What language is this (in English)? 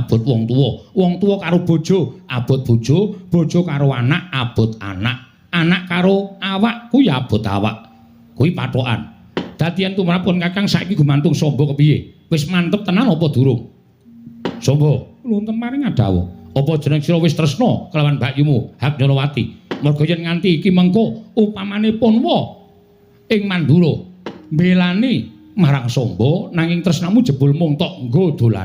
Javanese